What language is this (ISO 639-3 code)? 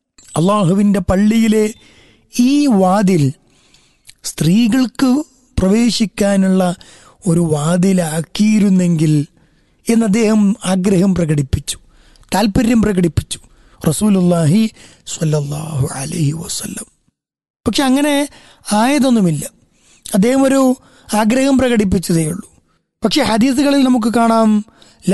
mal